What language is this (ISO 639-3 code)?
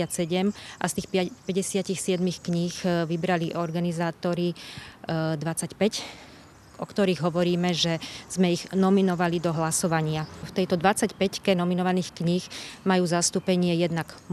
slk